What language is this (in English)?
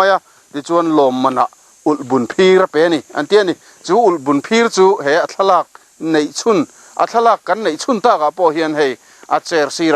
Mizo